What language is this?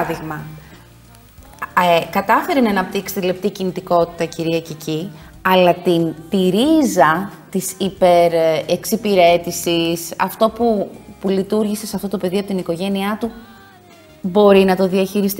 Greek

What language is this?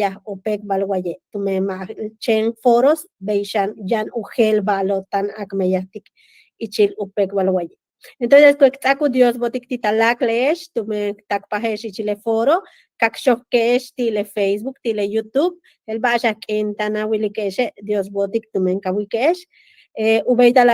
Yucateco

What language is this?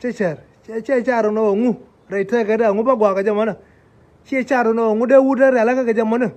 Nuer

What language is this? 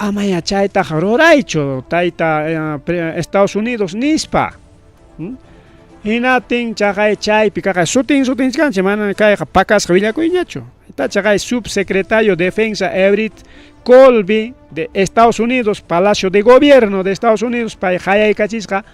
Ayacucho Quechua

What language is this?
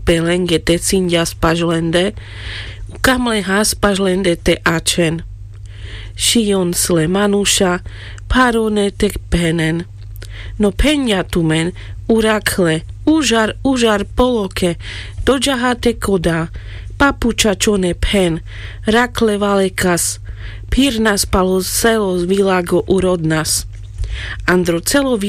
Carpathian Romani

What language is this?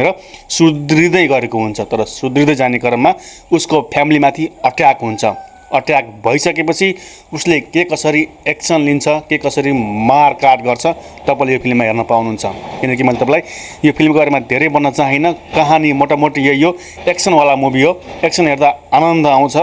Nepali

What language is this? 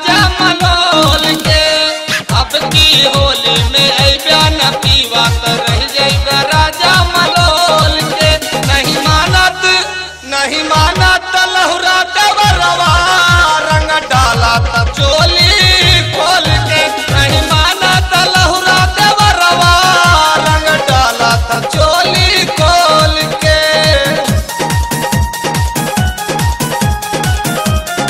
Bhojpuri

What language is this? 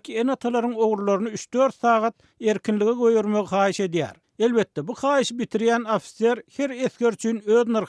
Turkmen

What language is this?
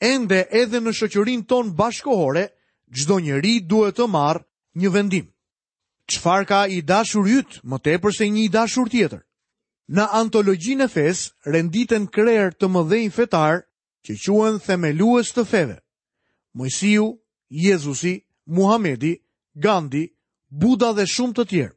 Albanian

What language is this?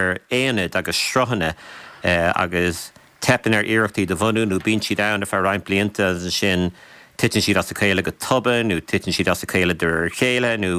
Irish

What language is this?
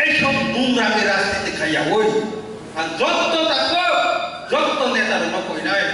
Kok Borok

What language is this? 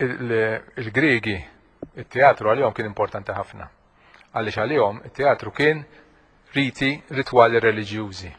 Maltese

